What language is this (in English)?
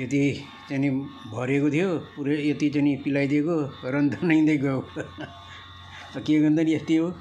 Nepali